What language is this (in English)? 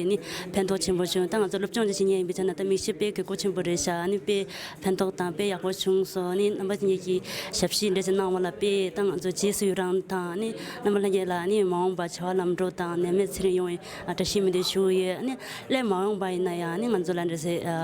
Tibetan